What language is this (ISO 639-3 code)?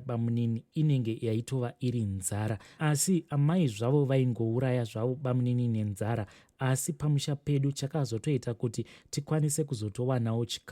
sna